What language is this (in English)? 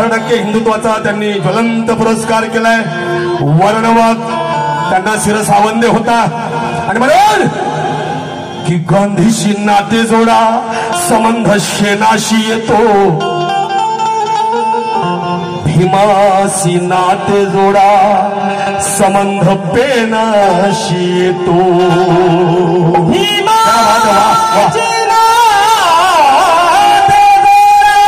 Marathi